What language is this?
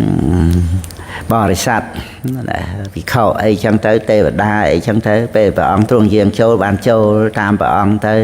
Khmer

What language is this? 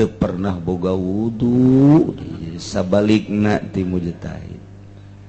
Sundanese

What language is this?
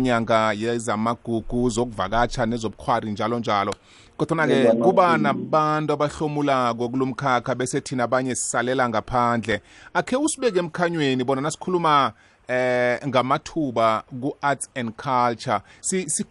South Ndebele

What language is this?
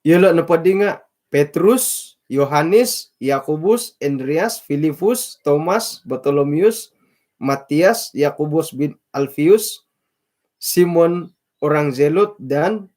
Central Dusun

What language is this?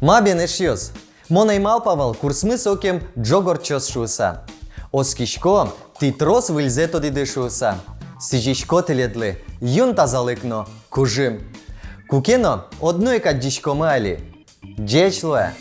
Udmurt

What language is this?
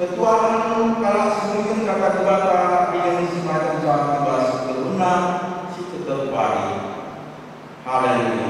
Batak Karo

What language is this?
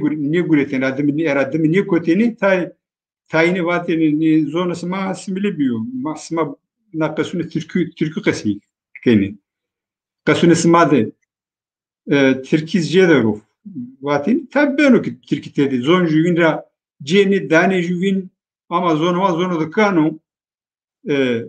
Zaza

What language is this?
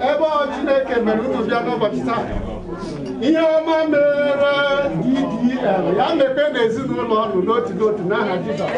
Igbo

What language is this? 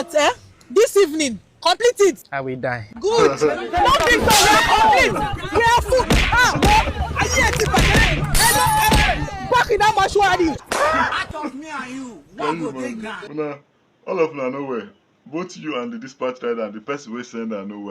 Nigerian Pidgin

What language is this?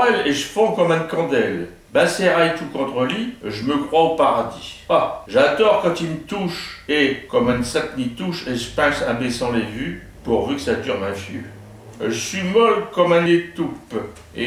Picard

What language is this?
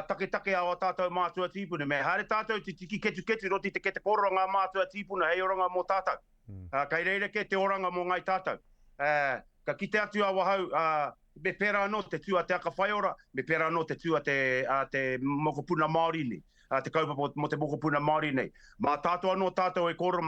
Māori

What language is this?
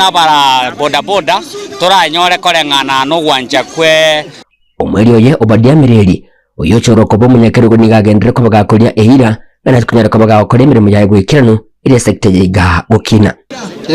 Gusii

